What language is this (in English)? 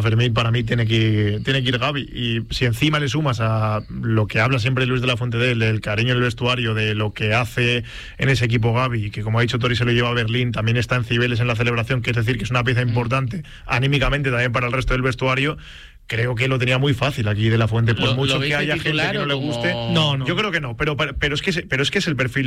Spanish